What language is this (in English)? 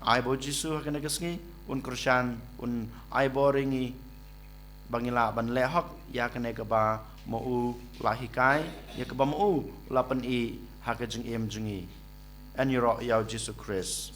Khasi